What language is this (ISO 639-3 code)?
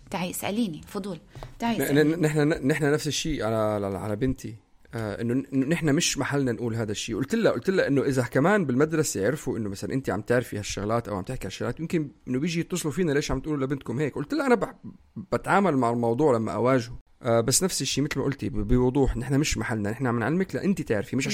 apc